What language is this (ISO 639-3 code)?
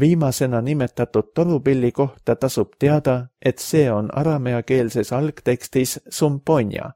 est